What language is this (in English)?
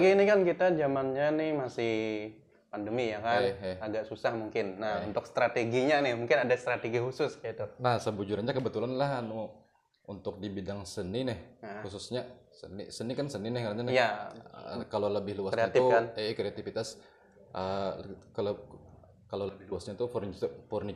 Banjar